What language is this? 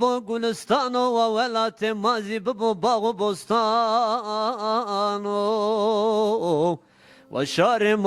Zaza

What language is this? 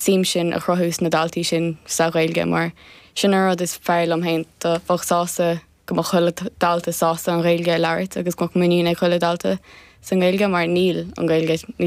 Irish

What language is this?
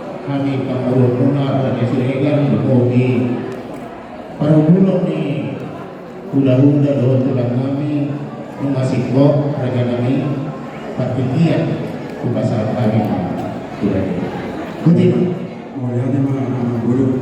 Batak Toba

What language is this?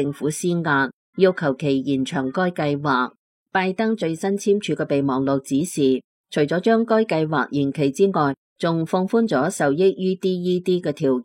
Cantonese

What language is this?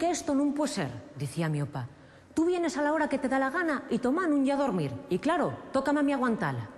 Asturian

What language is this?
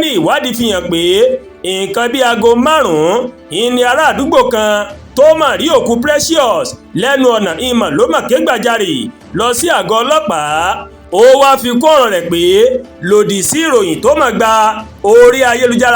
Yoruba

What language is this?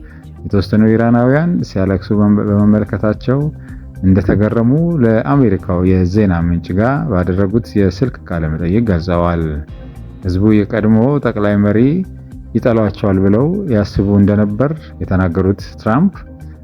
Amharic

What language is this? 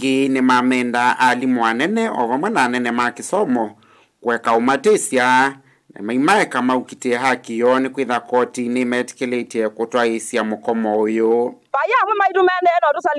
Kamba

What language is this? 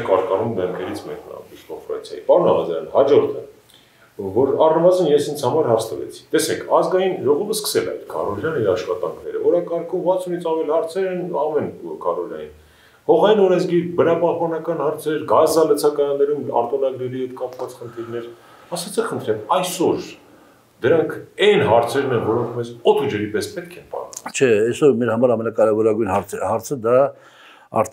Armenian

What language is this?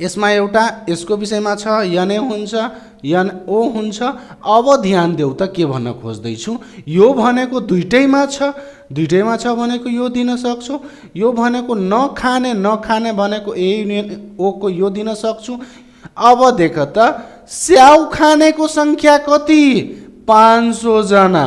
Nepali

